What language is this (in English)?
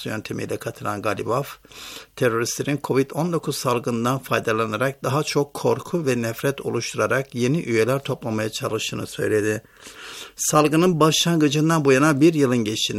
Turkish